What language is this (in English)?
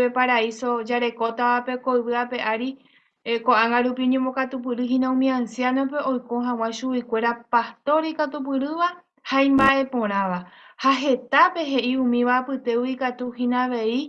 Guarani